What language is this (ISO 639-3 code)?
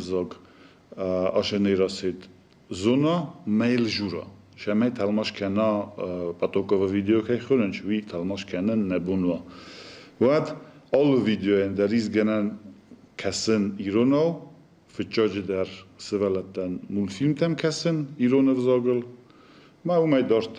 oss